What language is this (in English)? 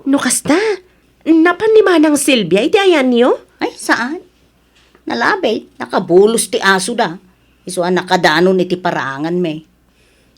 Iloko